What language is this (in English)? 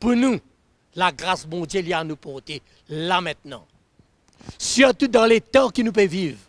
Morisyen